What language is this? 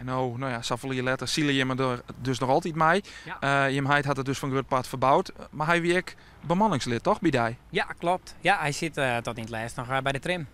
Western Frisian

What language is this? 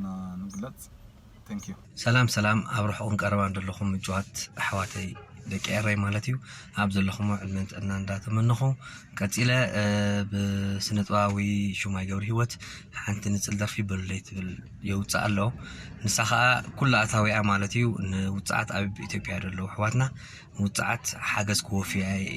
Tigrinya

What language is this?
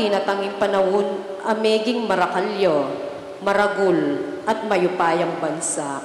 Pampanga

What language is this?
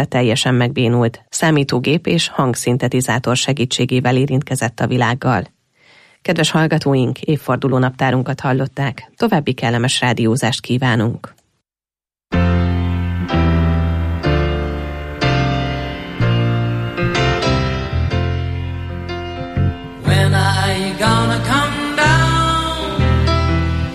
Hungarian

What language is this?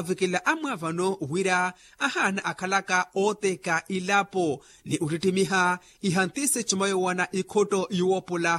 Makhuwa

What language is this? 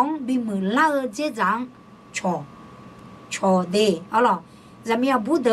Akha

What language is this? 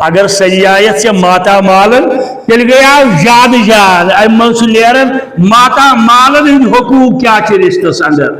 Kashmiri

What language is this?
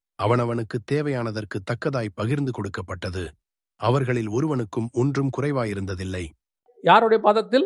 Tamil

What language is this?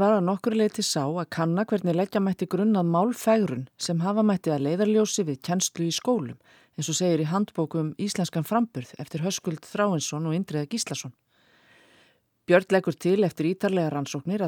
Icelandic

